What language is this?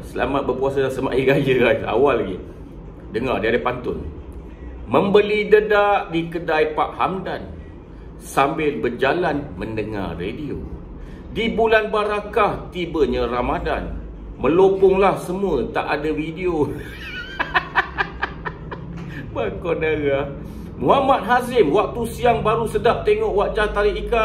Malay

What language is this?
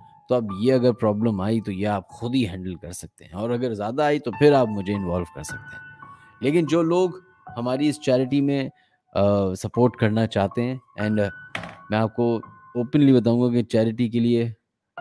Urdu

